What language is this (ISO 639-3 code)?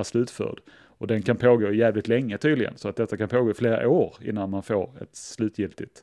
swe